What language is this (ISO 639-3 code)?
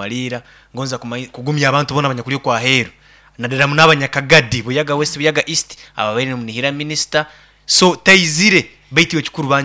nyo